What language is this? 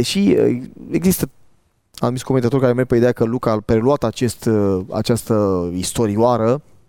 Romanian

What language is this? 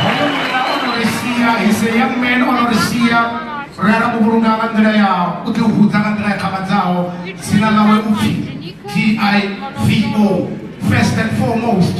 Venda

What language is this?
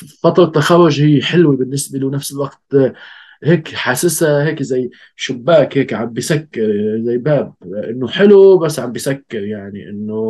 North Levantine Arabic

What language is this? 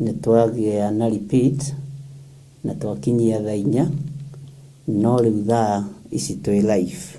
Kikuyu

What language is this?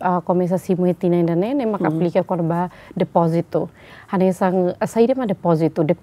Tetum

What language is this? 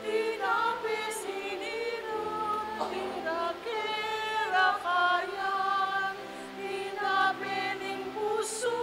Pampanga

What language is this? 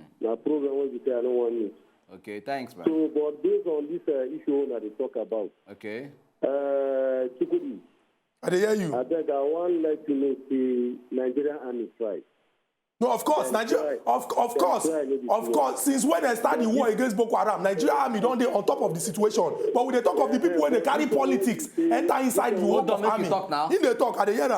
Nigerian Pidgin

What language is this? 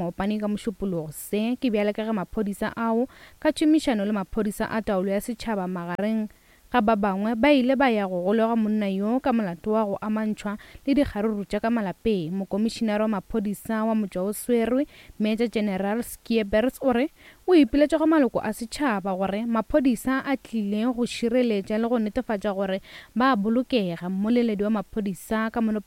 Northern Sotho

